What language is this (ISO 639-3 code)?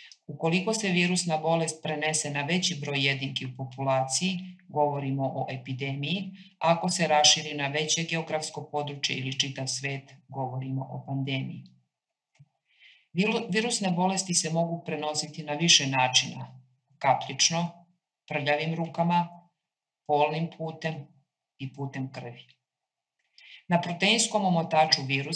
srp